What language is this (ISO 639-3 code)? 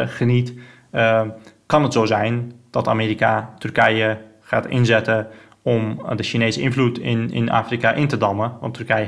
nld